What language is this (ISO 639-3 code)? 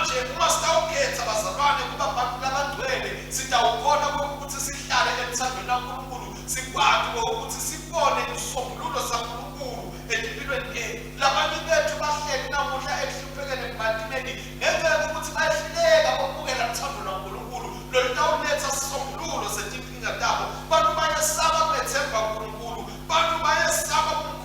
ssw